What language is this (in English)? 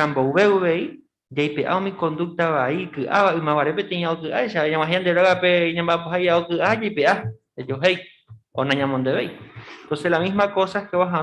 Guarani